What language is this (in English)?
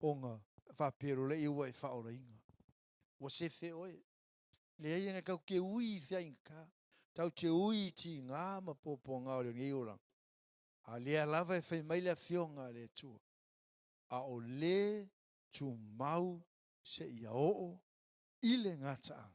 Samoan